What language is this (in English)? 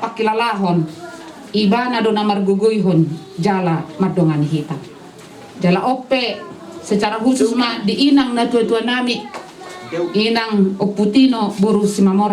Batak Toba